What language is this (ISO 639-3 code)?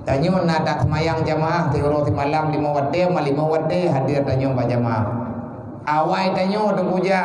ace